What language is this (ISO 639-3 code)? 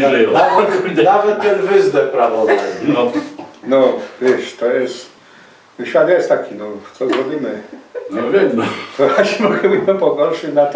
szl